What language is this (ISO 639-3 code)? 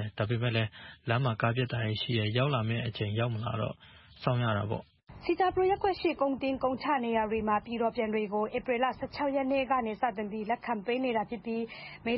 mya